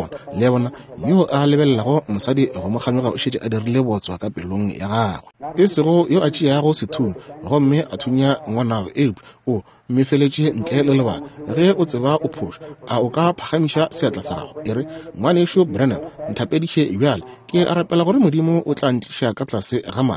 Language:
Northern Sotho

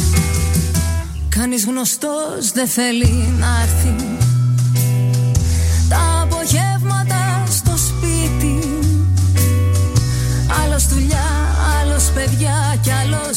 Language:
Greek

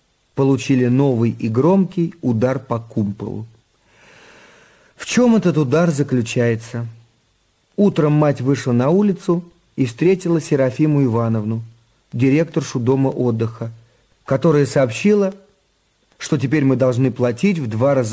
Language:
Russian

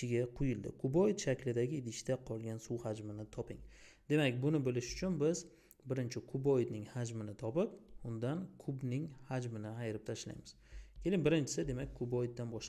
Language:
Uzbek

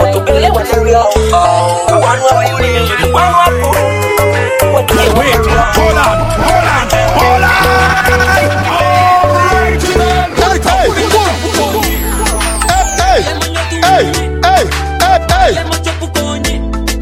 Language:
Swahili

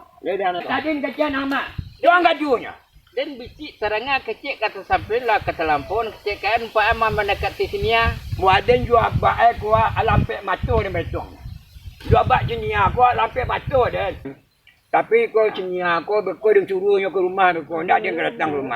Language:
Minangkabau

